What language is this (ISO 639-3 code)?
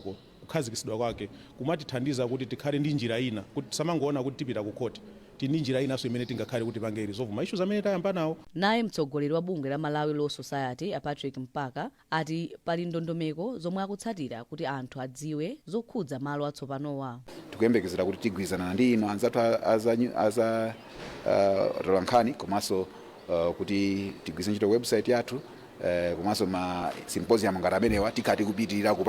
nya